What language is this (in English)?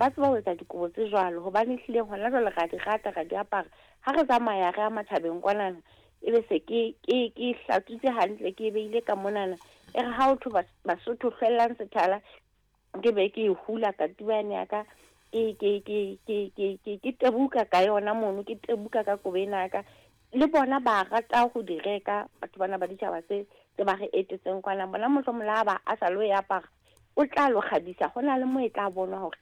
Southern Sotho